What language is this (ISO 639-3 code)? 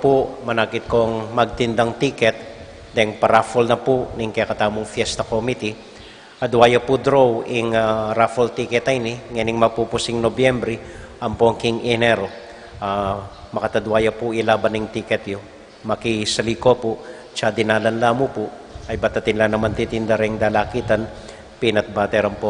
pam